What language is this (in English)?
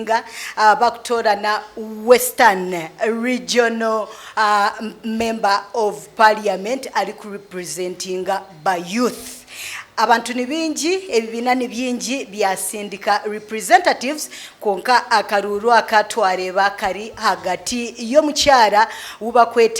Nyankole